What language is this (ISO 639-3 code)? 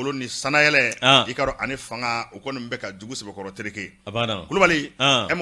bam